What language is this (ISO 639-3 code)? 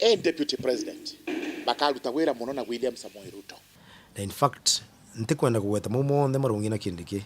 mer